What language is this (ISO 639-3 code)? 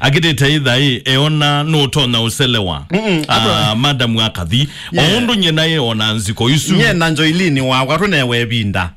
kam